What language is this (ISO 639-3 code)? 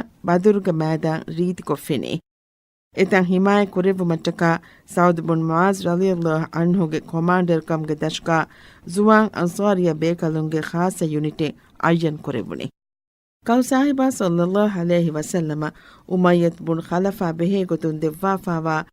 div